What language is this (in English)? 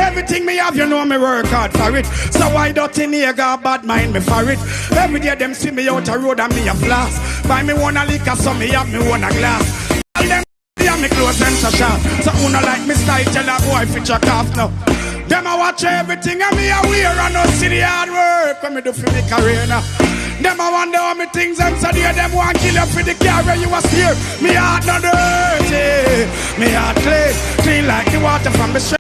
Jamaican Creole English